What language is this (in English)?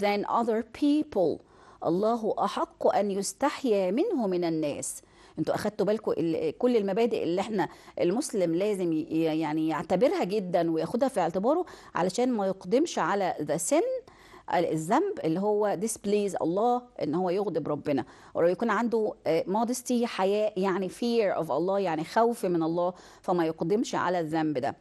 Egyptian Arabic